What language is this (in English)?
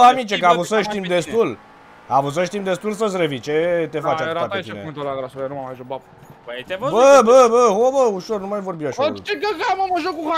Romanian